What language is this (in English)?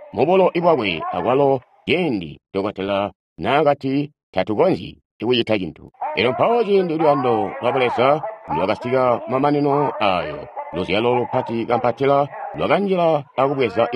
Tonga (Zambia)